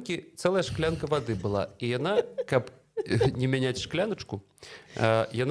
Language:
Belarusian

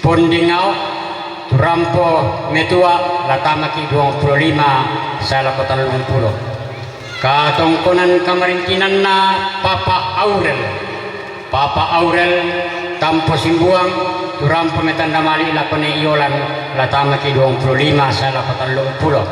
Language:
Toraja-Sa'dan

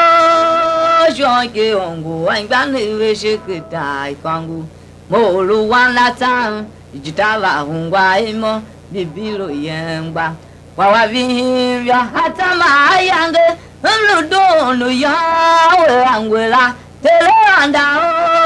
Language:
Tiv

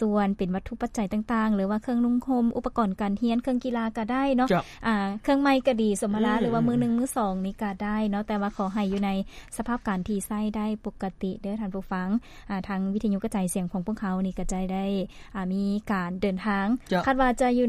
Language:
Lao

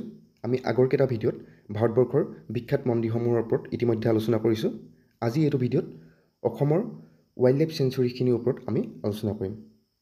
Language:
Assamese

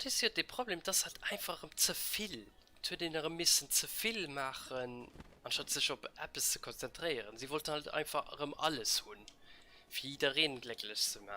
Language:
Luxembourgish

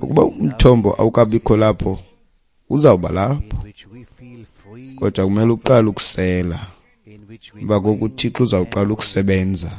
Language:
Xhosa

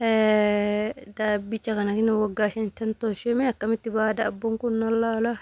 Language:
Oromo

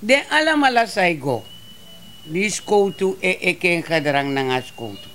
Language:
Sranan Tongo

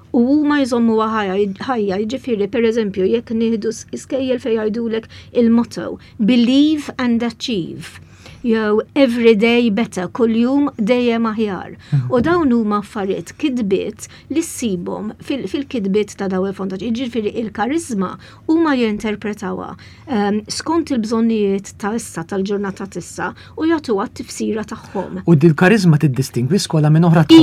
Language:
Maltese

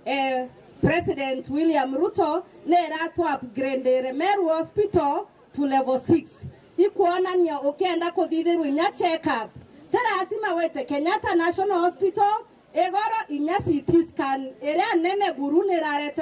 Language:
Meru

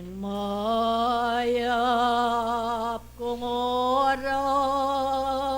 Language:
Pampanga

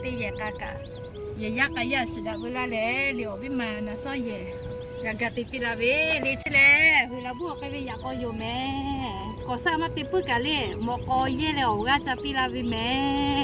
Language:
Lahu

